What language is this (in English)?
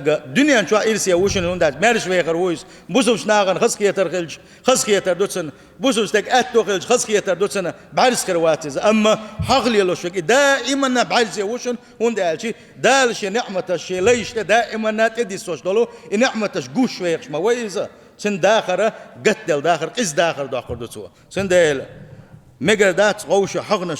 Chechen